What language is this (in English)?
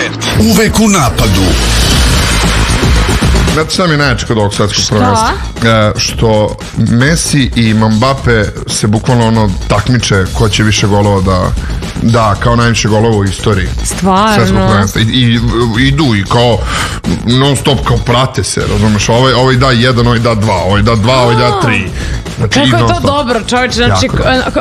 Serbian